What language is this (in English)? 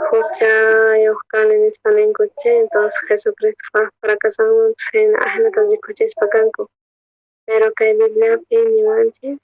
South Bolivian Quechua